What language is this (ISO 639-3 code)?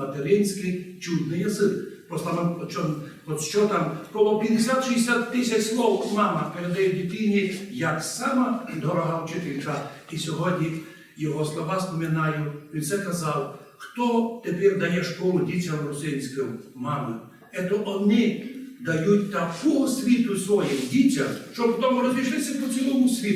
rue